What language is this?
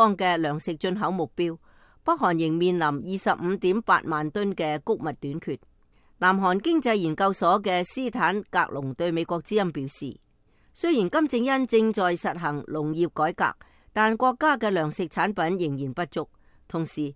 Cantonese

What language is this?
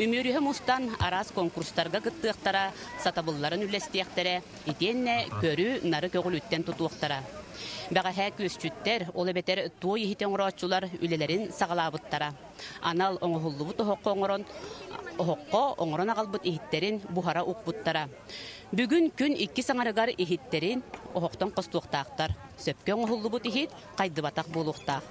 Yakut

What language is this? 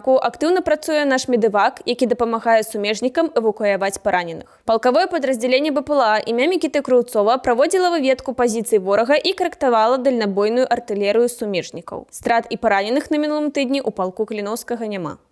Belarusian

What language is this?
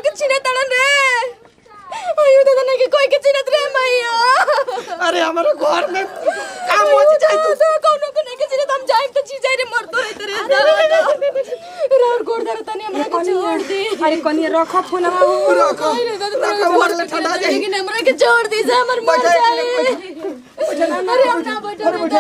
Bhojpuri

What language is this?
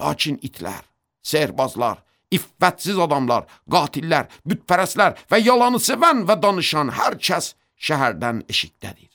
Azerbaijani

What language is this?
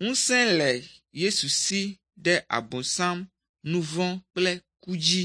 Ewe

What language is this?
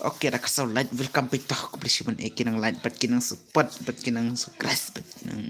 Khasi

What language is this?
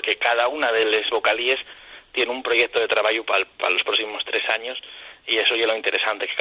Asturian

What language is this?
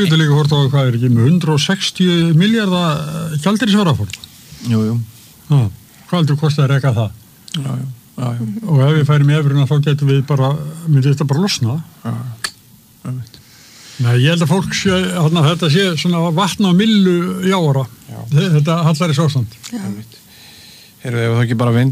Icelandic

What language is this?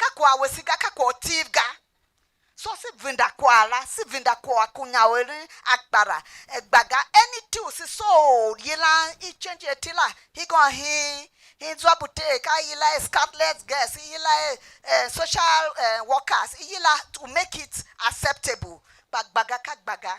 Tiv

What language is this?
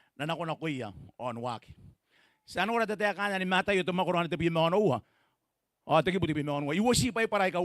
Gilbertese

